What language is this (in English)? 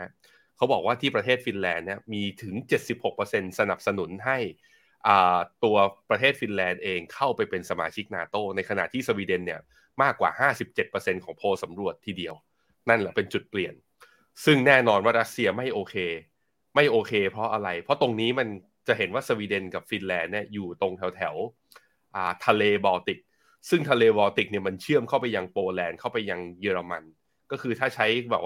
Thai